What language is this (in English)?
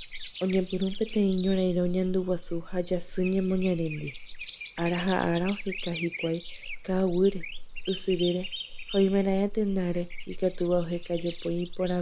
Guarani